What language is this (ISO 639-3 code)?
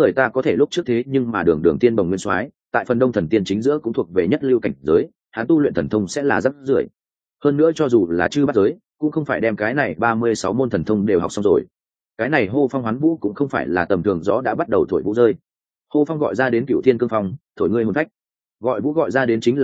vie